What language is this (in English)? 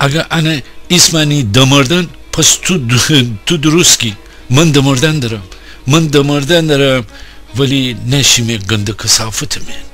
Gilaki